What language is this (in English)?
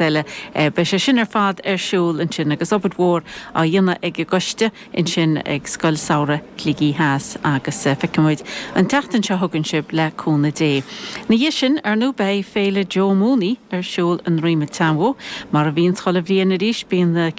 Irish